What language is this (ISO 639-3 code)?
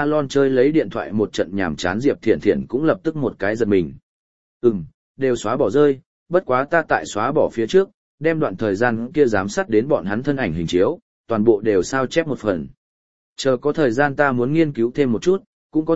vie